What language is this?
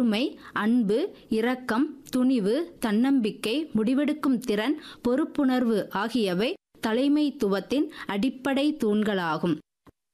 Tamil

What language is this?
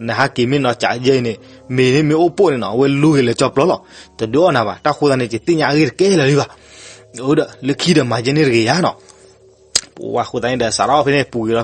S'gaw Karen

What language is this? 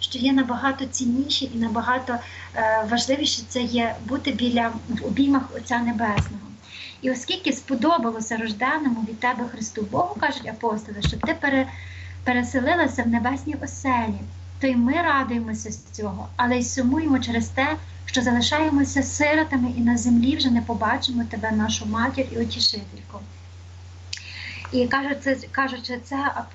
Ukrainian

